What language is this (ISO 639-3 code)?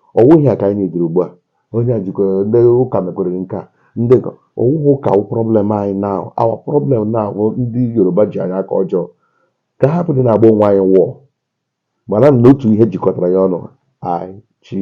ibo